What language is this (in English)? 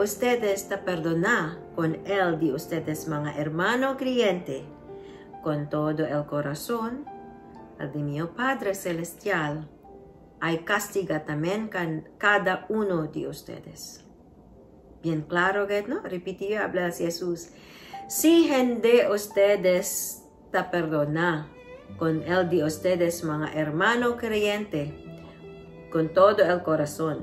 Chavacano